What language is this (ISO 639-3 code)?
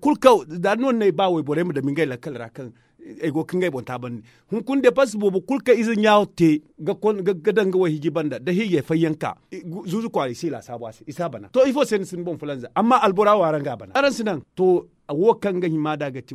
dje